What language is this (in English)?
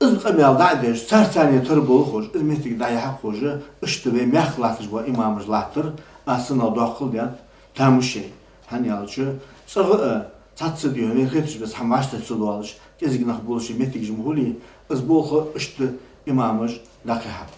Ingush